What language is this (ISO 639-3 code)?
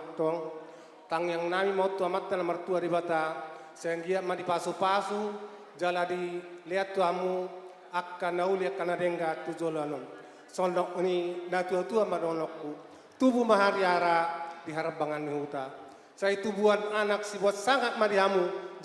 bbc